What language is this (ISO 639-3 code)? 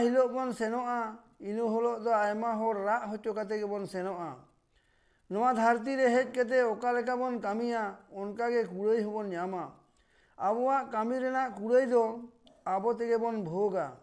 sat